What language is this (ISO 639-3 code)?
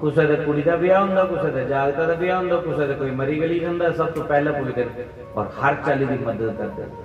doi